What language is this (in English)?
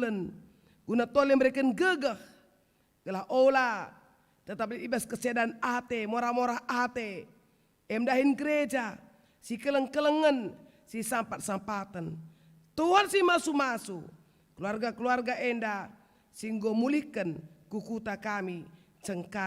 Batak Karo